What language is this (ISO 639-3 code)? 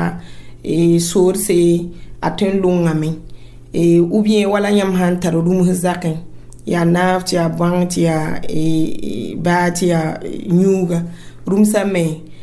mos